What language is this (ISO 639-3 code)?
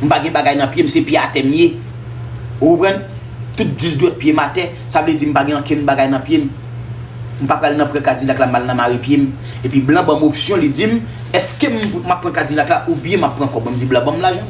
hat